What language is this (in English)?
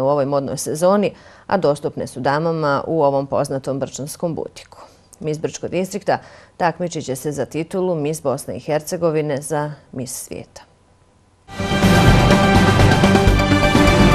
Bosnian